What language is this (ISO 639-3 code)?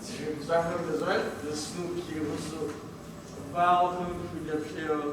kbd